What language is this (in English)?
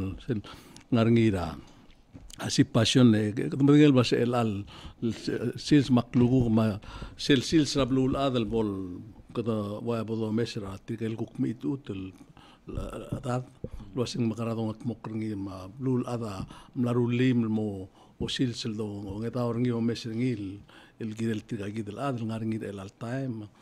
Palauan